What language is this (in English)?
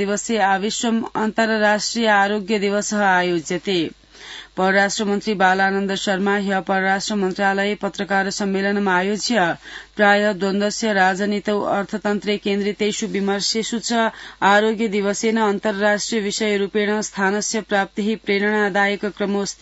Sanskrit